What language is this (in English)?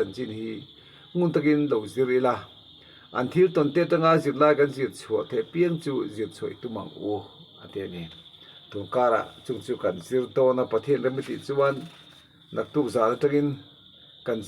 Mizo